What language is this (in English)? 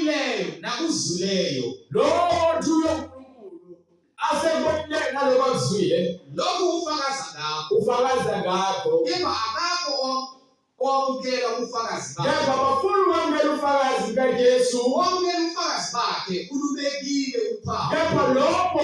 Zulu